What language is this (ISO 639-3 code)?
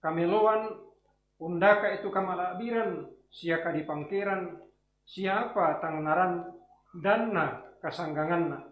sda